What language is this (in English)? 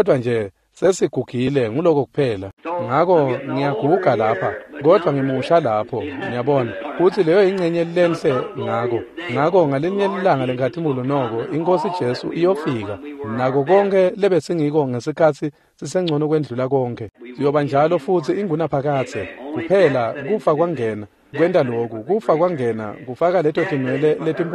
Swati